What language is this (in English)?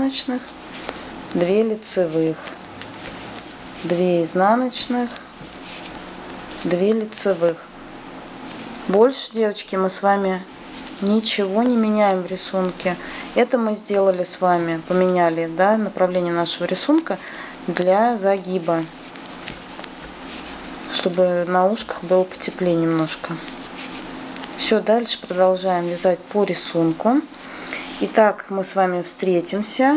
Russian